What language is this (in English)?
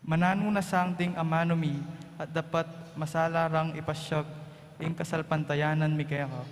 Pampanga